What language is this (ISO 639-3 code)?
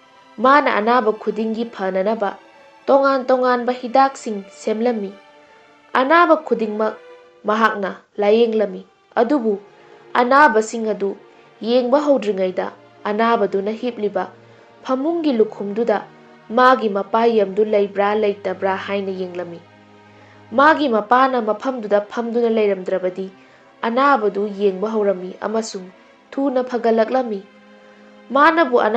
mni